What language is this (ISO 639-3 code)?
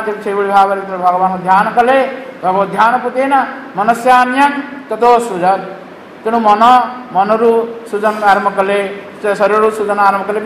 ori